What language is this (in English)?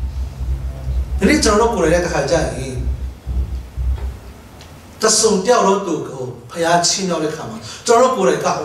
Burmese